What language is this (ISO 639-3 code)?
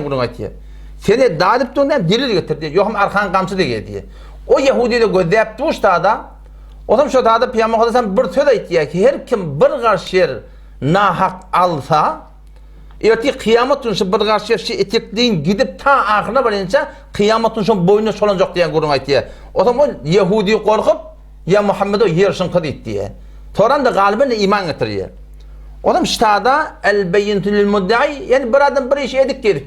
tuk